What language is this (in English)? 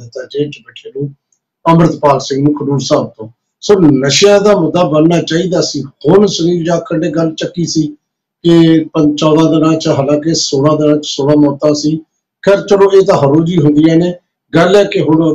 Punjabi